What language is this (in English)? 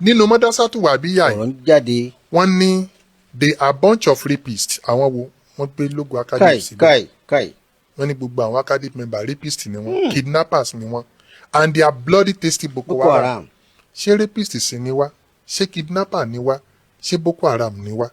Yoruba